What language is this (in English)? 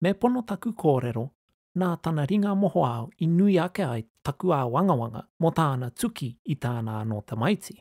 Māori